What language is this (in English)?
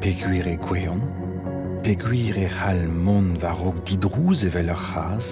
Breton